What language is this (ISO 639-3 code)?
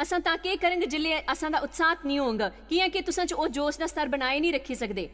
doi